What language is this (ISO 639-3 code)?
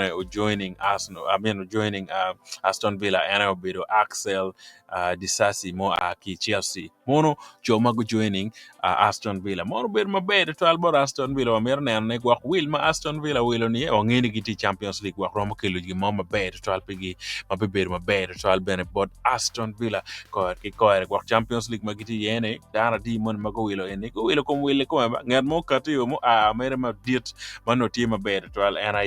ach